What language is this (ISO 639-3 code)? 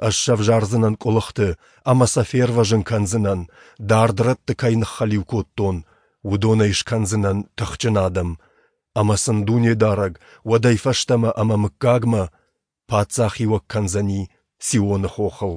oss